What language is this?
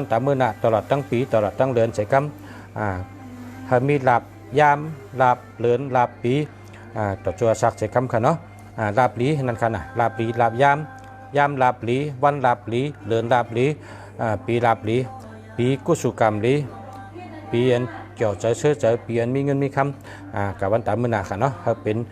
Shan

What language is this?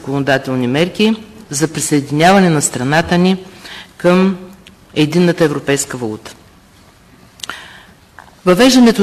Bulgarian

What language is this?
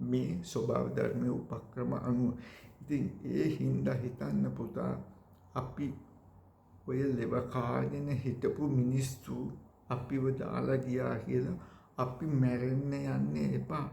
Sinhala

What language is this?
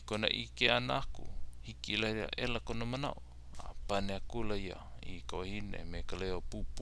Hawaiian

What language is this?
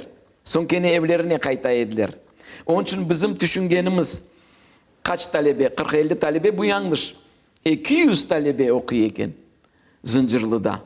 Crimean Tatar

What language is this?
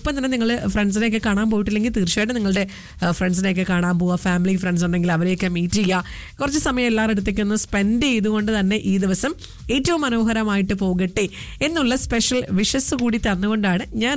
Malayalam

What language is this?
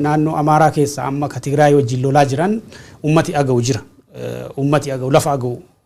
Oromo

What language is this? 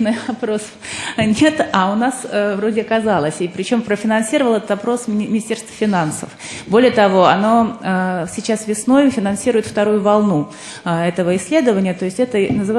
Russian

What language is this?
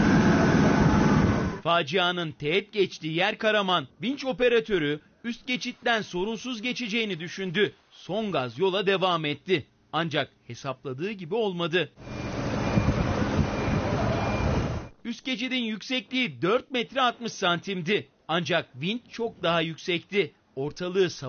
Turkish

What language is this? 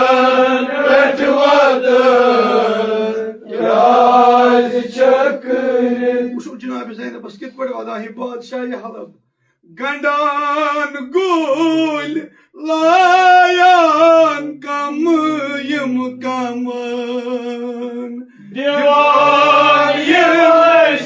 Kashmiri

